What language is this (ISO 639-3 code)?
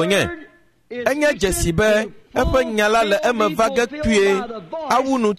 ewe